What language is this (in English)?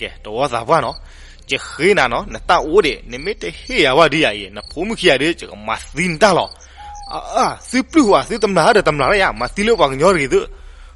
S'gaw Karen